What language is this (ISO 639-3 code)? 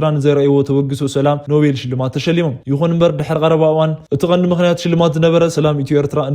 tir